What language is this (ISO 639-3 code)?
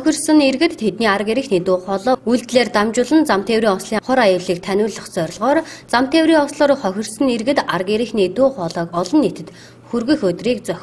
mon